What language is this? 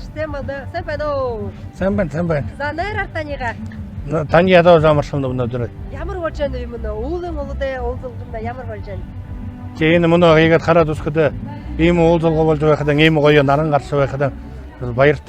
Buriat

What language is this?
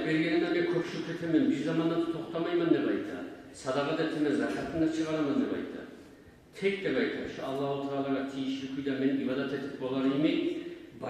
Kumyk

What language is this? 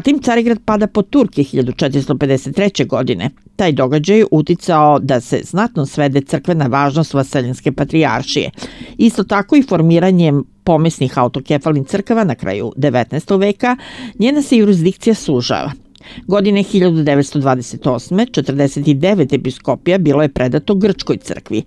Serbian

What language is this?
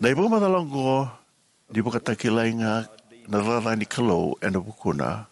Fijian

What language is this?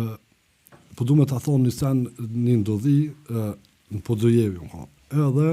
Albanian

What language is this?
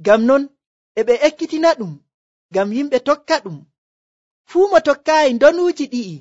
Nigerian Fulfulde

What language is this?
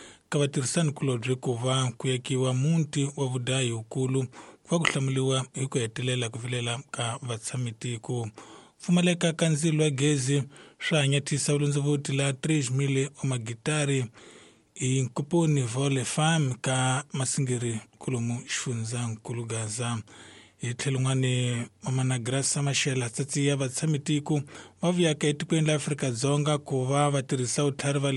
Tsonga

